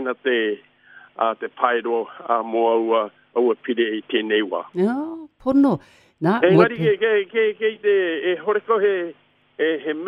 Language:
Māori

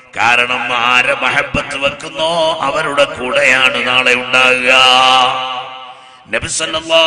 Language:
Malayalam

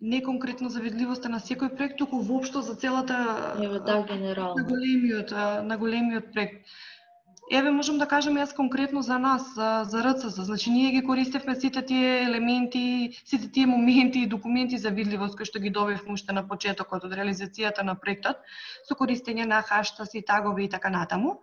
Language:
Macedonian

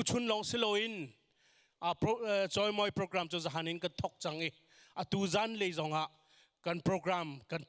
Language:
Hakha Chin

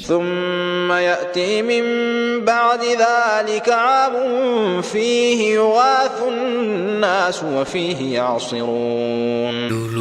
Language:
Sundanese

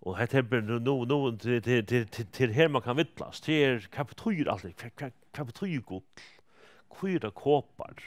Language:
Faroese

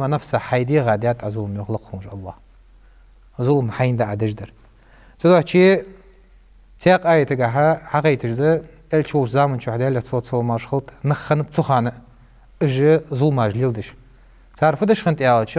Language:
Ingush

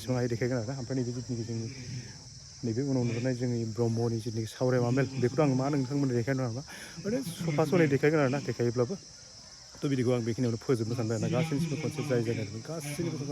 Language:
Bodo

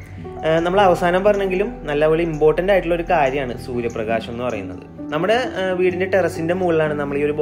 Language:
Malayalam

